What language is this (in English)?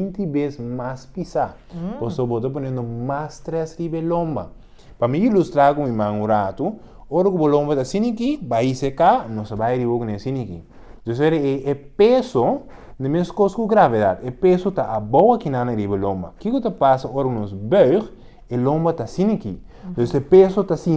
Papiamento